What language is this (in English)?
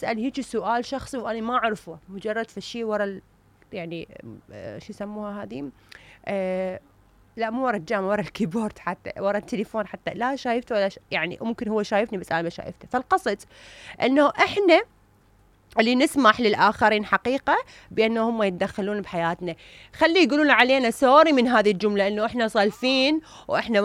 Mesopotamian Arabic